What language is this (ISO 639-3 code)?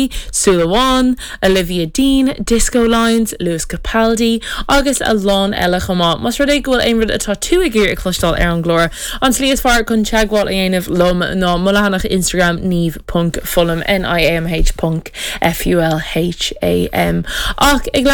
gle